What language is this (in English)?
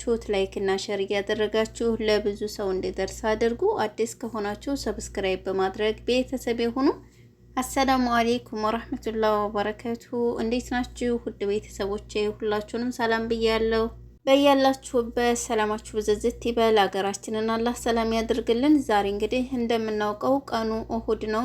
Amharic